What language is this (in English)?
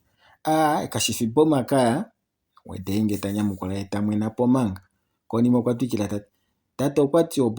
Kuanyama